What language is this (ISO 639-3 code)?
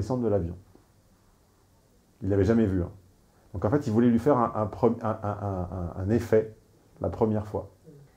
fra